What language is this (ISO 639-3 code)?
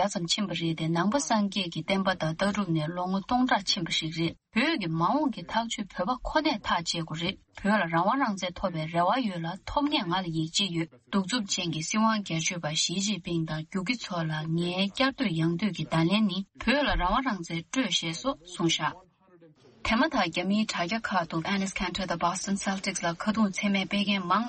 bod